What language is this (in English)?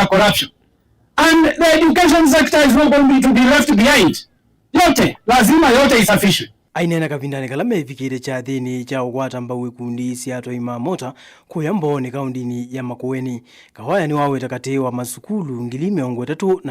Kamba